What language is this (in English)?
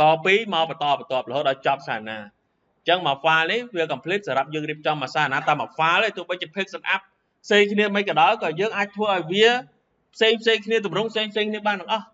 Khmer